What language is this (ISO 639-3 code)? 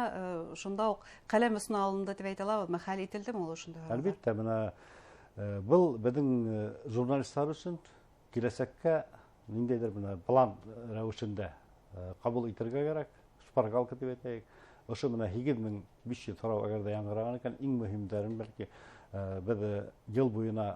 bak